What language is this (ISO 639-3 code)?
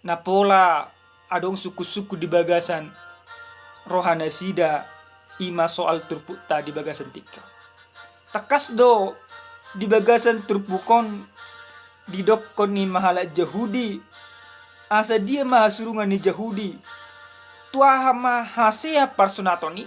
bbc